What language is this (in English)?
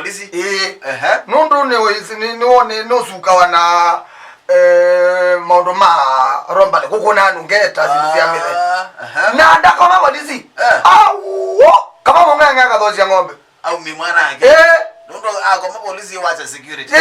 Kamba